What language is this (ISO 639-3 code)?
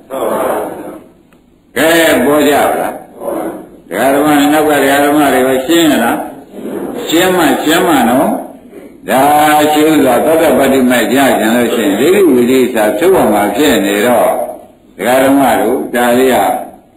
mya